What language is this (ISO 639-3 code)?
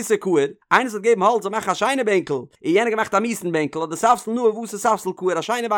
yid